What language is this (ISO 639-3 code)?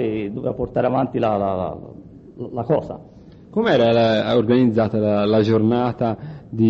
ita